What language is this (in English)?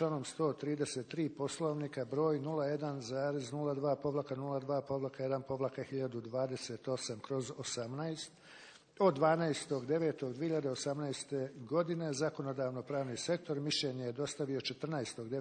Bosnian